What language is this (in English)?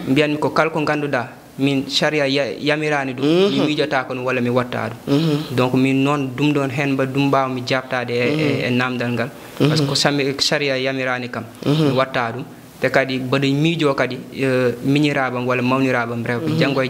Fula